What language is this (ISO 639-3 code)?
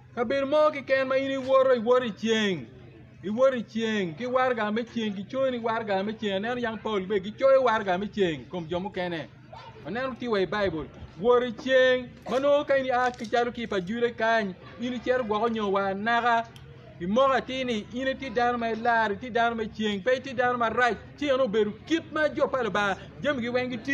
ach